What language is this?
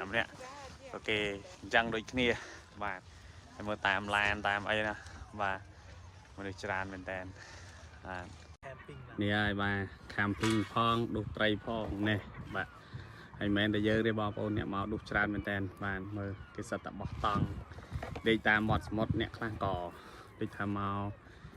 Khmer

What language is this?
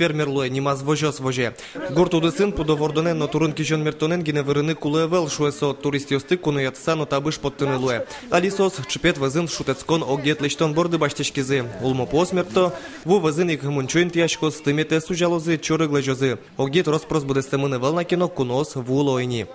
Udmurt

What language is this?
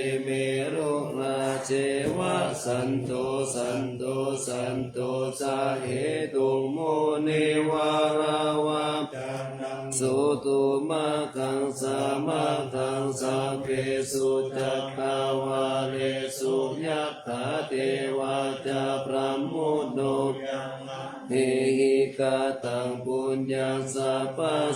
Pali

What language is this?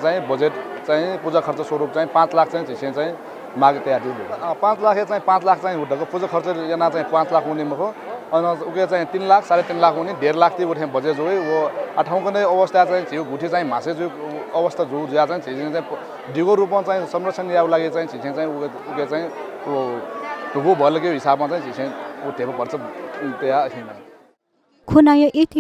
Newari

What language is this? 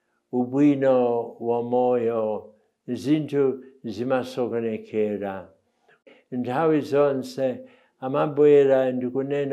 Nyanja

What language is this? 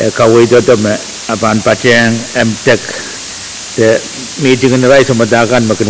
Pohnpeian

